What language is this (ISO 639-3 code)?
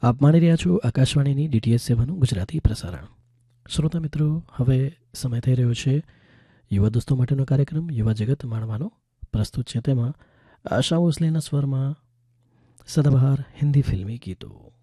guj